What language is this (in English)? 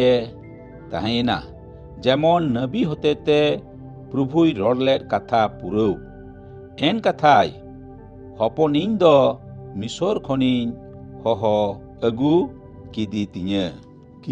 Santali